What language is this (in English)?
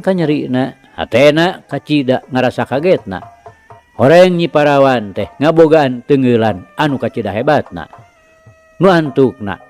Sundanese